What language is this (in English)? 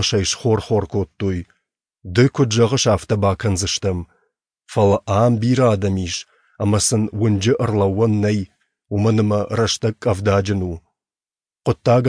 Ossetic